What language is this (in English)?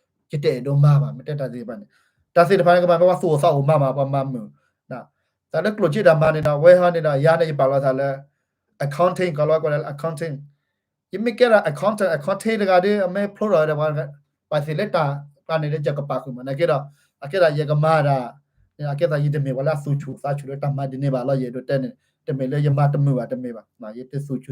S'gaw Karen